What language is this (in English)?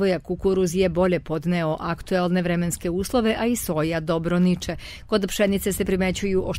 Serbian